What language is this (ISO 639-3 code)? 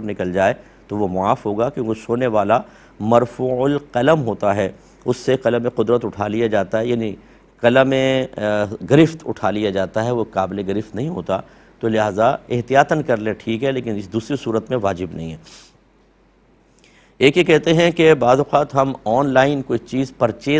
urd